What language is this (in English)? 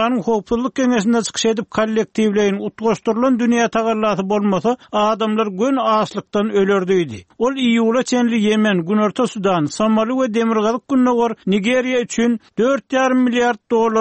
Turkmen